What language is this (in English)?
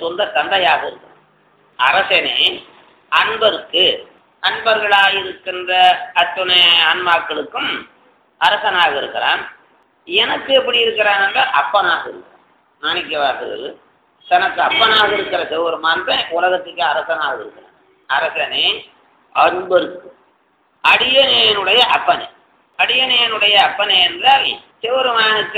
Tamil